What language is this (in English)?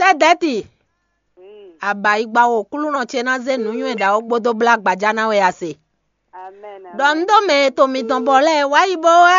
Fon